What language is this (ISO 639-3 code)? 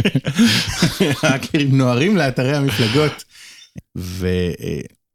heb